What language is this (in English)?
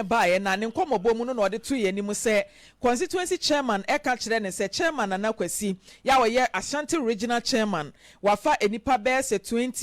Akan